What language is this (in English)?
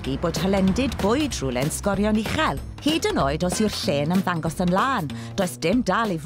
Welsh